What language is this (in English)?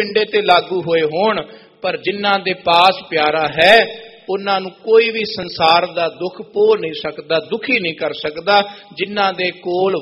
Punjabi